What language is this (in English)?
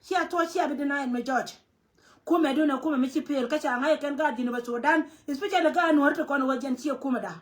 Nuer